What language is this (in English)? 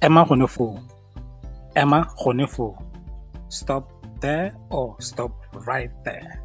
Tswana